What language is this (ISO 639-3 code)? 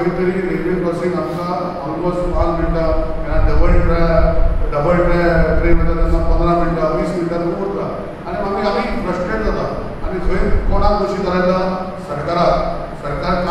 kok